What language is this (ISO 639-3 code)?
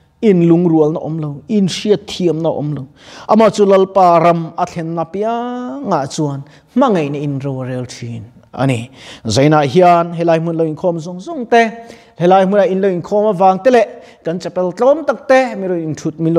lus